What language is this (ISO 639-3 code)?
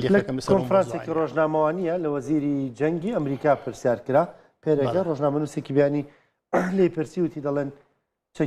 ckb